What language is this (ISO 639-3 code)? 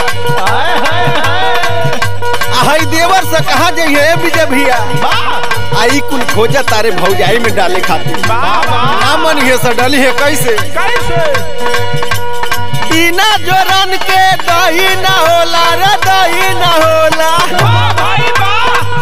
bho